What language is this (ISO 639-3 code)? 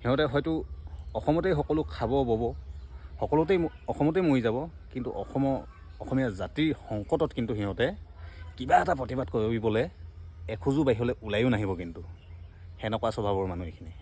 asm